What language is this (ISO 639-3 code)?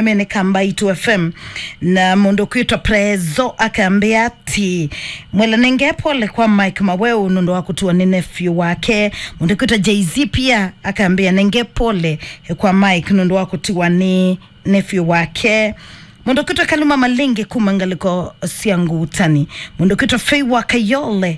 kam